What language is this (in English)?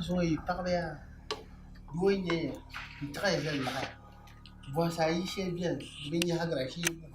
Dagbani